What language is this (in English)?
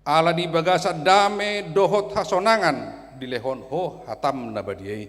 Batak Toba